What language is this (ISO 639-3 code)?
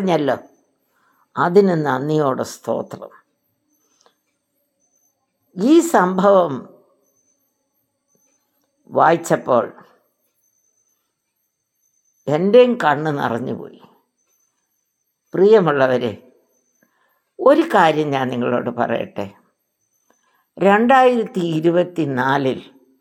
mal